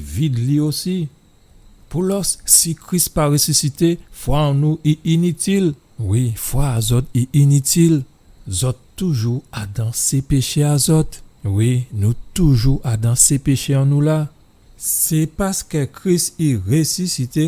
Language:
Guadeloupean Creole French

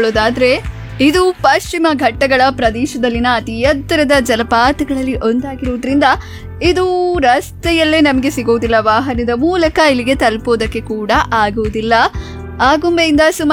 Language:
Kannada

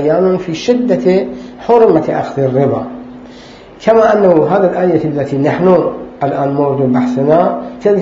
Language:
Arabic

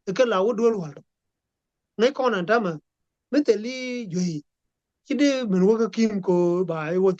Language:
Nuer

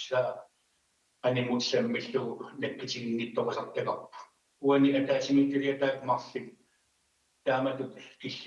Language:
Kalaallisut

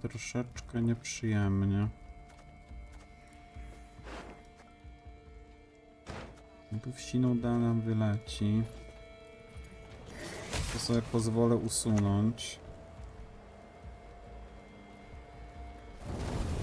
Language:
Polish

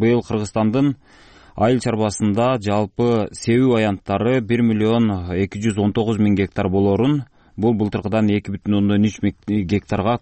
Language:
Kyrgyz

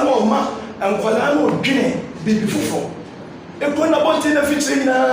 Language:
Akan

